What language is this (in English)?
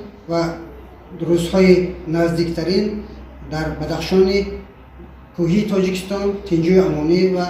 Tajik